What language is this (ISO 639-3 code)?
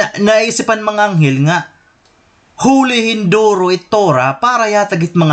war